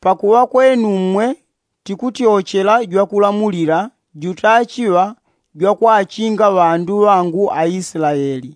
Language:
Yao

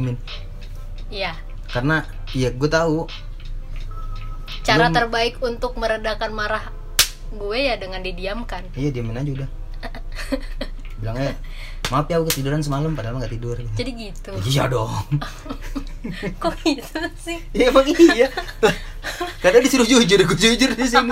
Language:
Indonesian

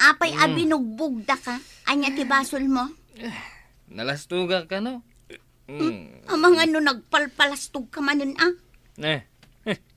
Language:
Iloko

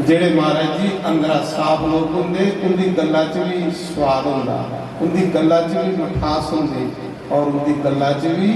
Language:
Dogri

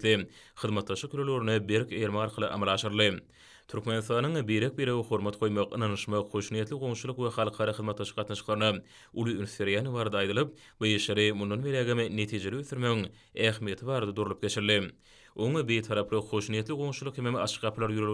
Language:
Turkmen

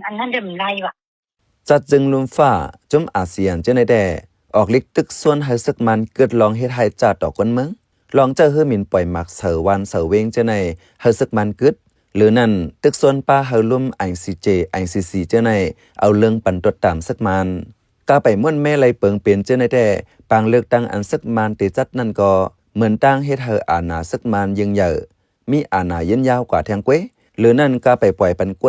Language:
Shan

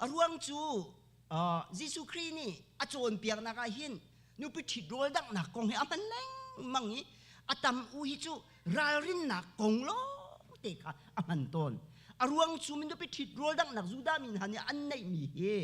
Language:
Hakha Chin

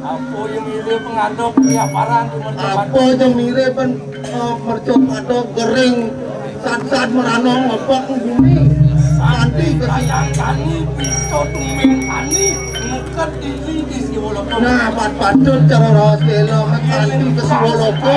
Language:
Balinese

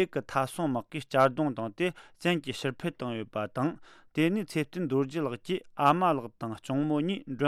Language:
Tibetan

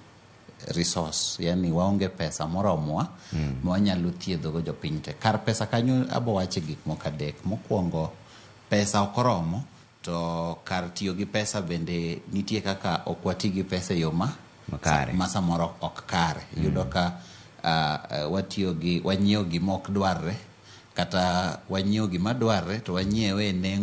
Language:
Luo (Kenya and Tanzania)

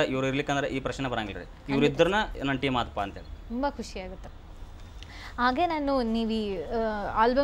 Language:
Kannada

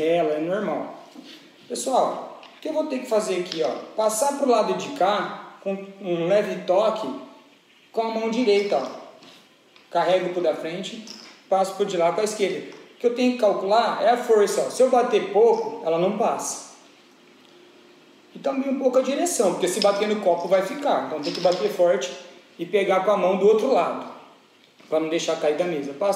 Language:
Portuguese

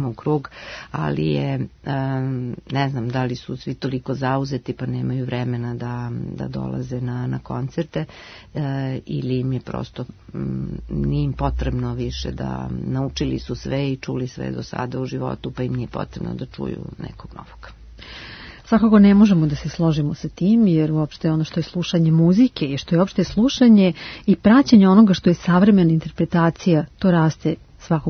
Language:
Serbian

